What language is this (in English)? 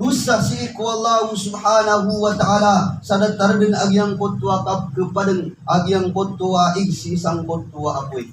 Maranao